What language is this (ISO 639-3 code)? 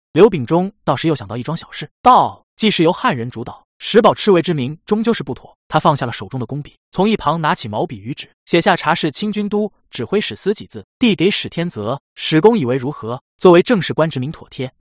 zho